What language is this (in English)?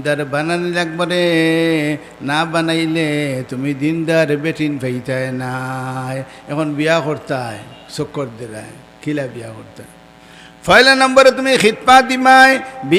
Sylheti